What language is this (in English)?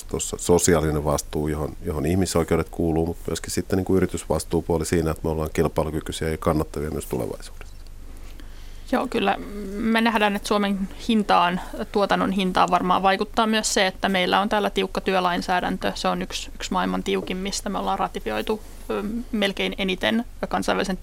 Finnish